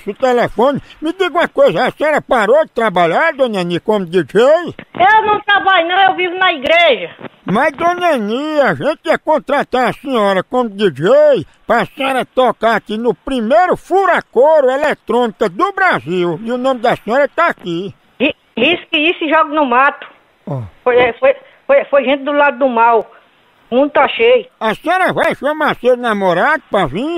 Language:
Portuguese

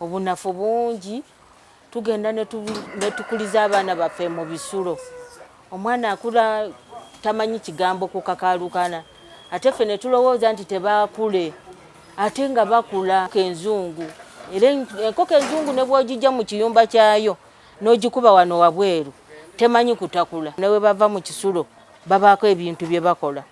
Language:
Ganda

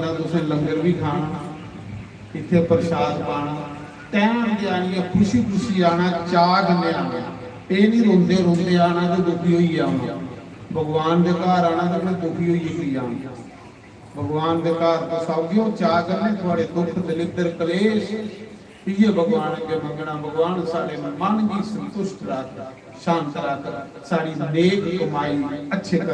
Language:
Dogri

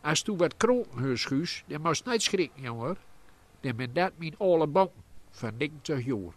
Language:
Gronings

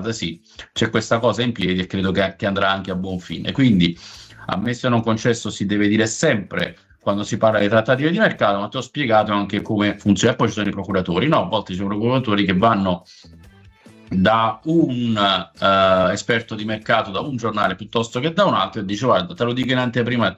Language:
Italian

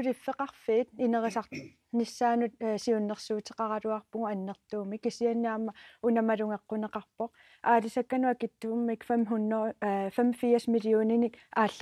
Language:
Kalaallisut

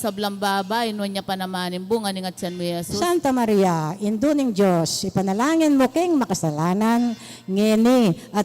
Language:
Pampanga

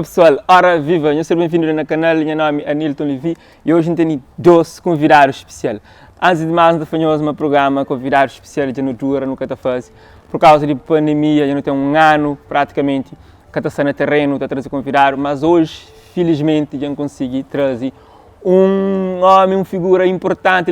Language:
Kabuverdianu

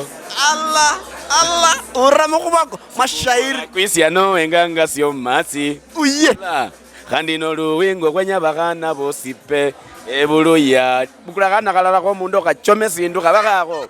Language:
Luyia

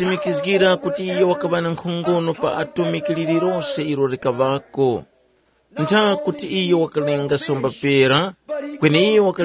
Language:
Tumbuka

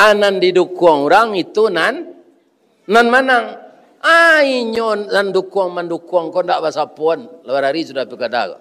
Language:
Minangkabau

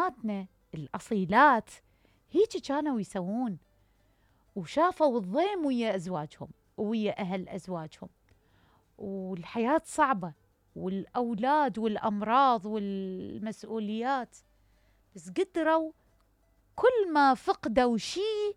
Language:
Mesopotamian Arabic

